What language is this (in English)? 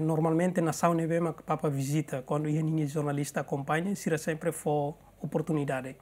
Tetum